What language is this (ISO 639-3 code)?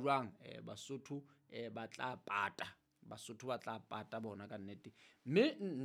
sot